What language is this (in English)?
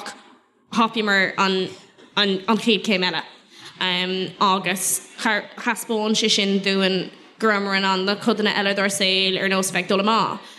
Irish